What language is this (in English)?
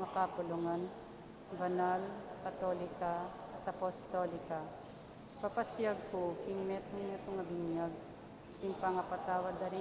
Pampanga